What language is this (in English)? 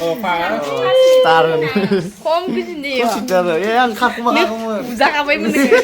Bodo